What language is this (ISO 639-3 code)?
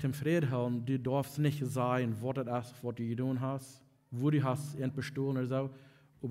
pdt